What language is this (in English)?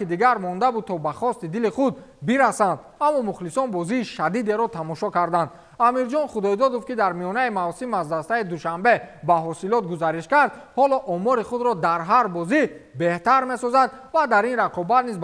Tajik